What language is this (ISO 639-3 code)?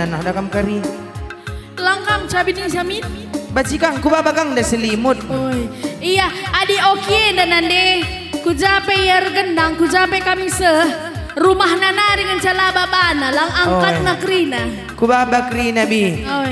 btx